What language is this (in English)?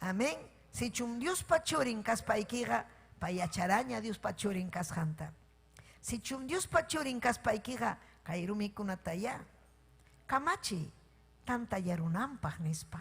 Ayacucho Quechua